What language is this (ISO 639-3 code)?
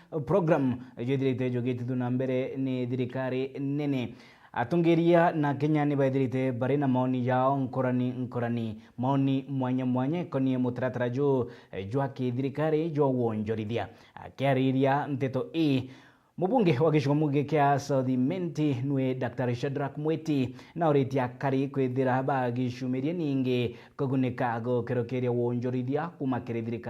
mer